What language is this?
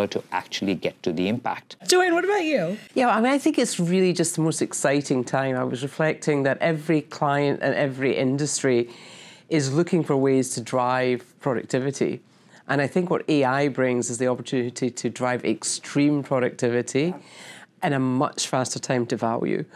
English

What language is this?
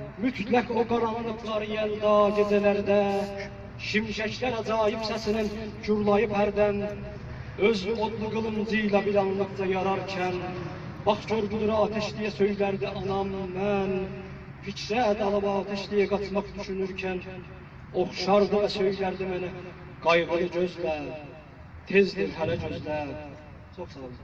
South Azerbaijani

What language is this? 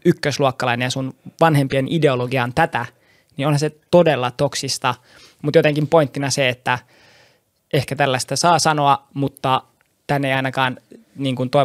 Finnish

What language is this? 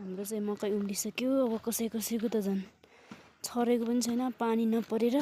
Nepali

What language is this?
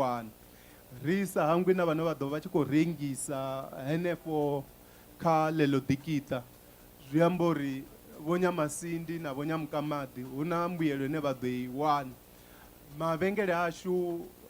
Venda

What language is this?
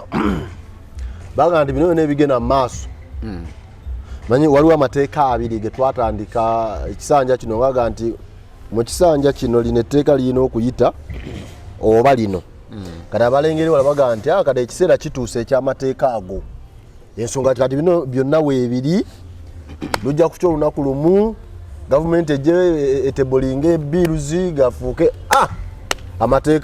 Ganda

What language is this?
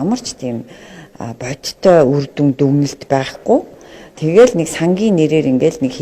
Mongolian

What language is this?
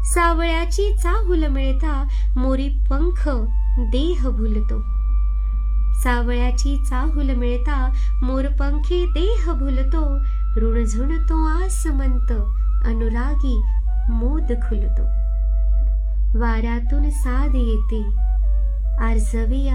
Marathi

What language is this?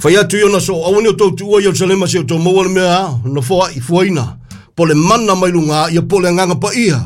Samoan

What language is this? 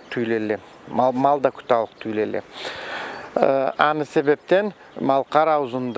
Karachay-Balkar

